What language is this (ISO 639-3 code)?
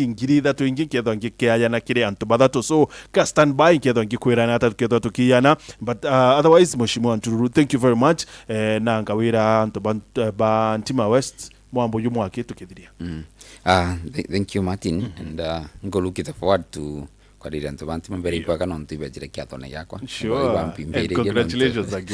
mer